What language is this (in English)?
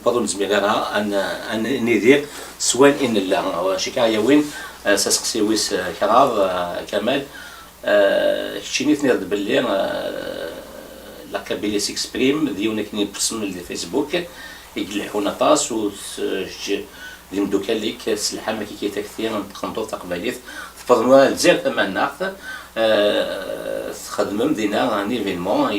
Kabyle